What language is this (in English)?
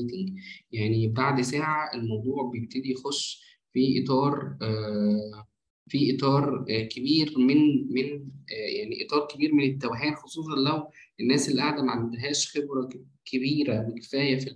Egyptian Arabic